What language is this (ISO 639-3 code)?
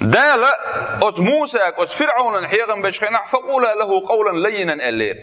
che